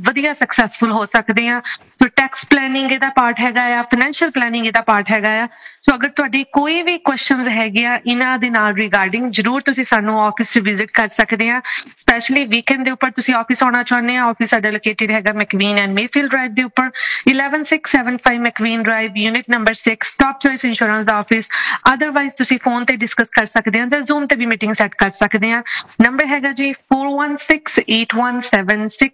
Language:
Punjabi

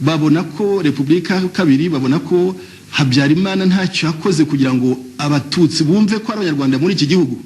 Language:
Kinyarwanda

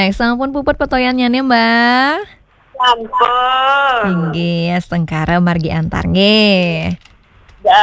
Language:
Balinese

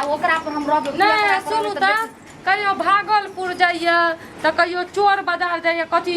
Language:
Maithili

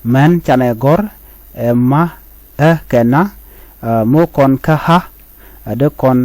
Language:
Nuer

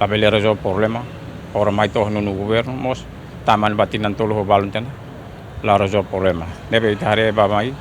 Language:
Tetum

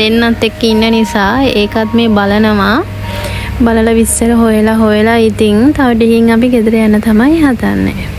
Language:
Sinhala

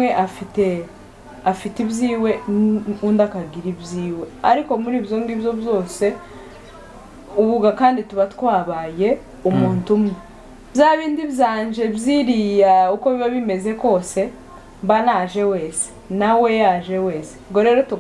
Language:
Kinyarwanda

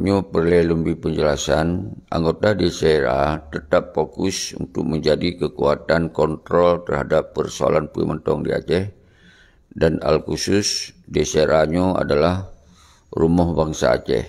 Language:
Achinese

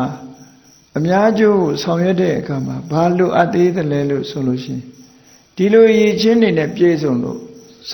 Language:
Burmese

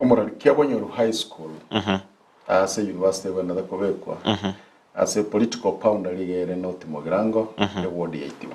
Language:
Gusii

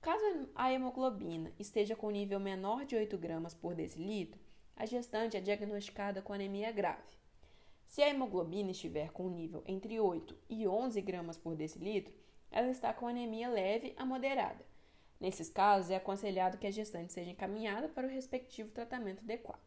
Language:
Portuguese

